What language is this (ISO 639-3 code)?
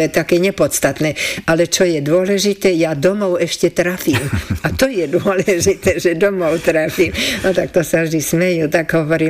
slk